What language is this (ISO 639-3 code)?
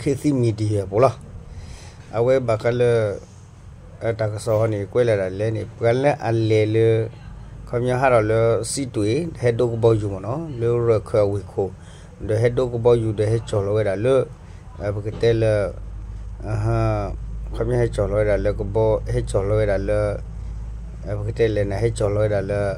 ksw